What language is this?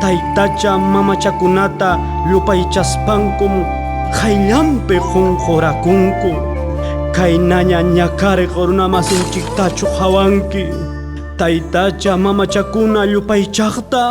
Ayacucho Quechua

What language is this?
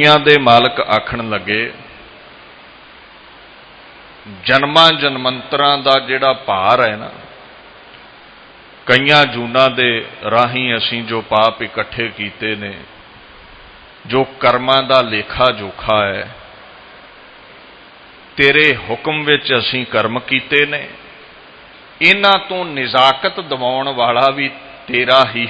Punjabi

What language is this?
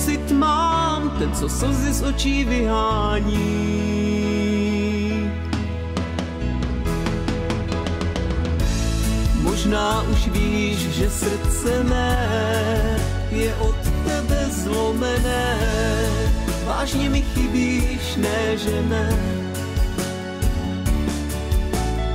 Czech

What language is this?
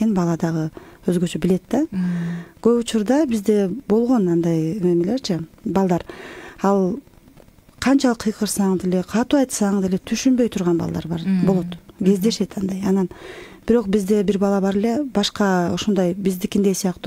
Kyrgyz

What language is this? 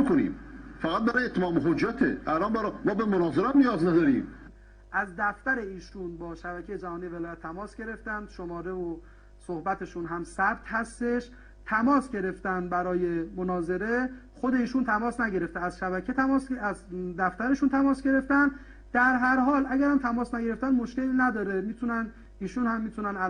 Persian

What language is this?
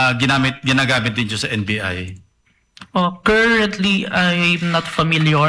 Filipino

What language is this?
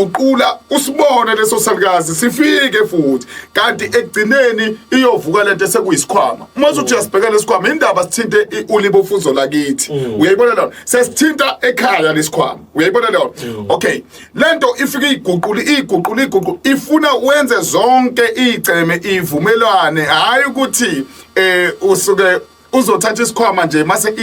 Zulu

